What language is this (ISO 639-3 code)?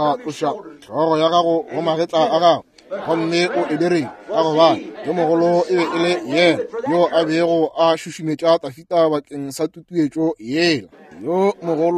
nso